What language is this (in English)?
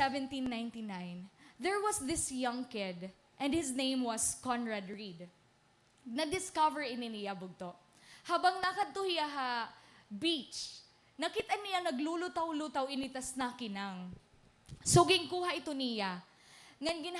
Waray